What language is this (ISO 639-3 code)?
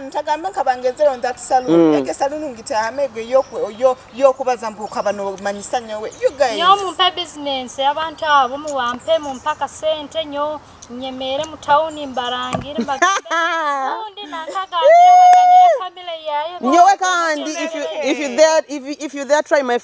nyo